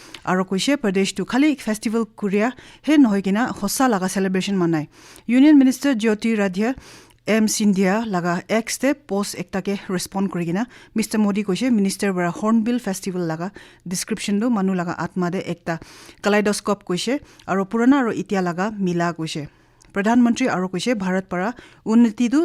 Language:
Naga Pidgin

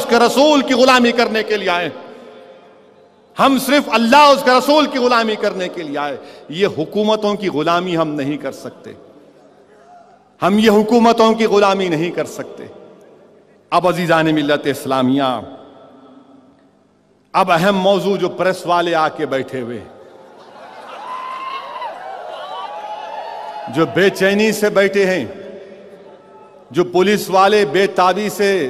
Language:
Urdu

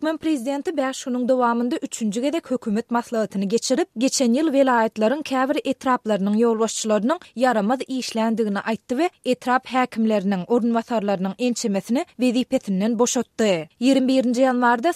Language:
Turkmen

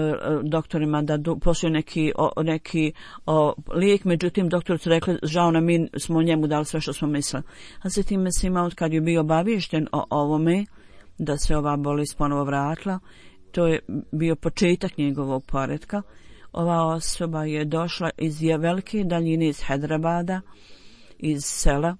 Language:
Bosnian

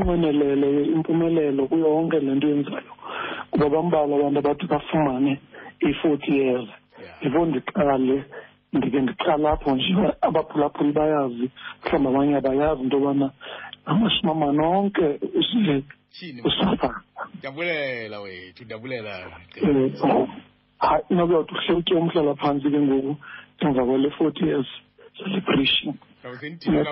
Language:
Xhosa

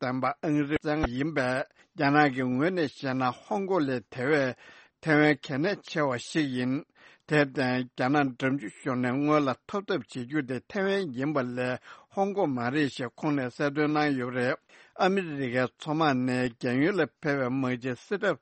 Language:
Tibetan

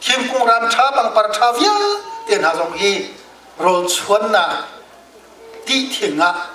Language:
Hakha Chin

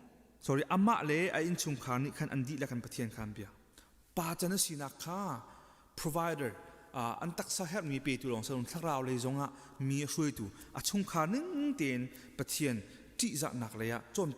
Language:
Hakha Chin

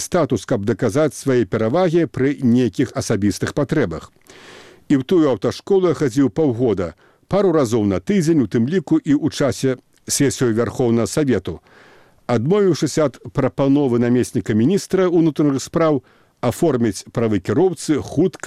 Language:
Belarusian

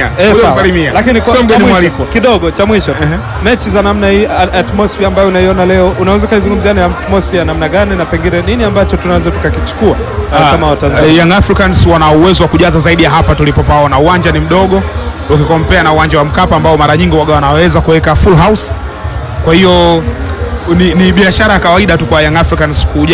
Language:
Swahili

